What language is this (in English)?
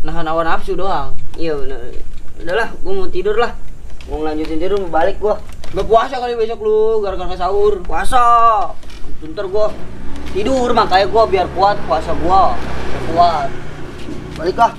Betawi